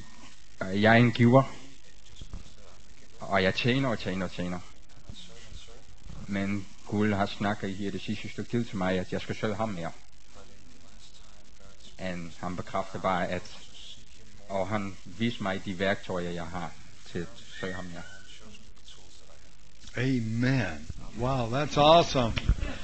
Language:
Danish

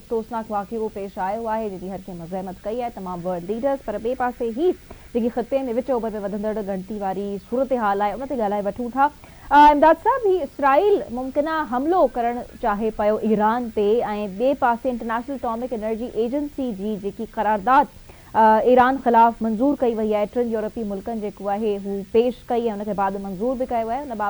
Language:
Sindhi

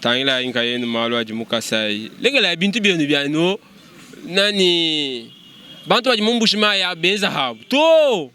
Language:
Luba-Lulua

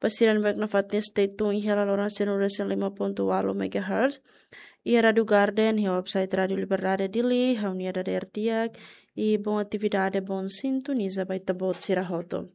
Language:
Tetum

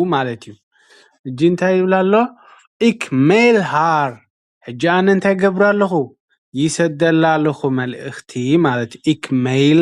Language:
Tigrinya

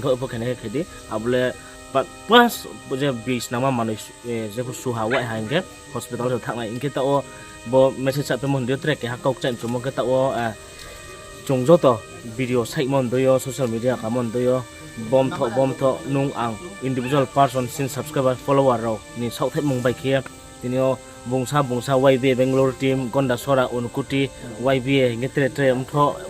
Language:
Riang (India)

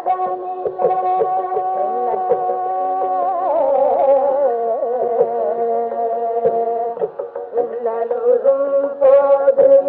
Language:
Tamil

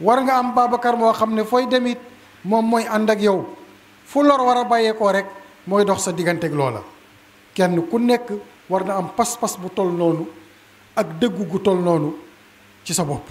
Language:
Wolof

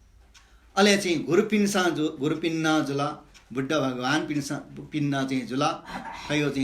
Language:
Newari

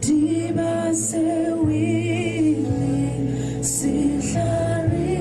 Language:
Tswana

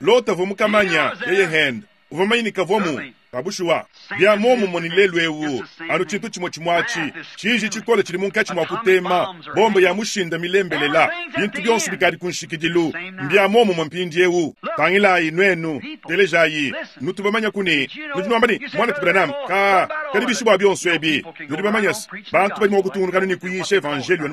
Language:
Luba-Lulua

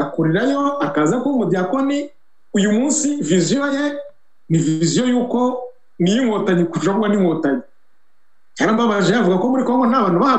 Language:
Kinyarwanda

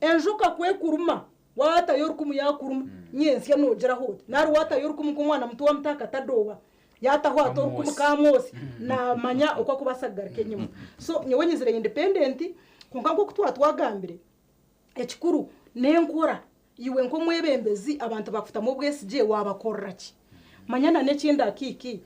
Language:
Nyankole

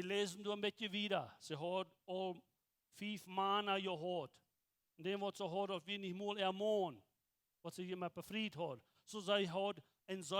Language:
Plautdietsch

